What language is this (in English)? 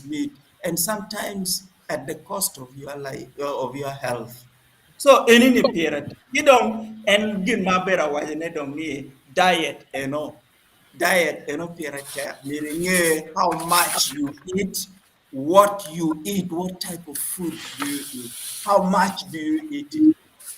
Acoli